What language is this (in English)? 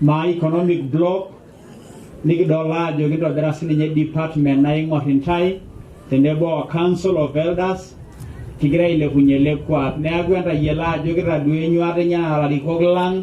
Masai